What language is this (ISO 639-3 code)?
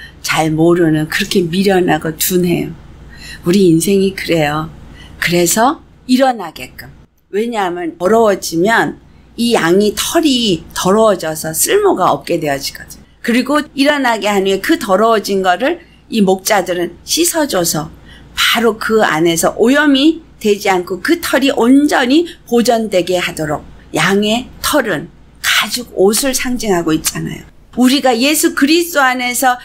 kor